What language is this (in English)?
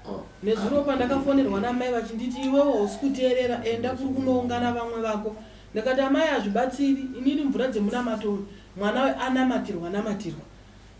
Shona